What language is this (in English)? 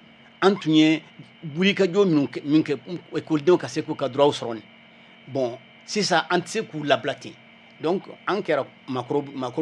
Bambara